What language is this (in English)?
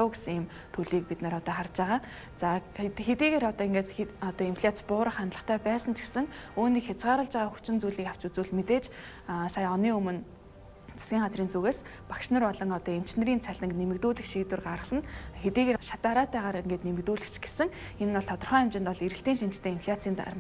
Mongolian